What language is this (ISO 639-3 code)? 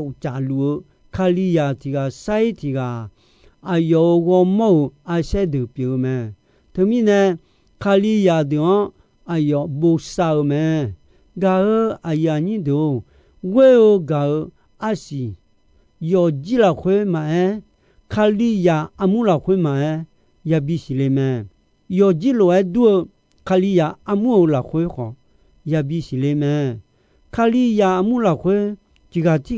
ahk